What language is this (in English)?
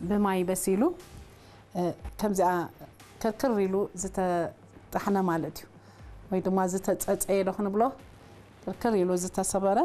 Tigrinya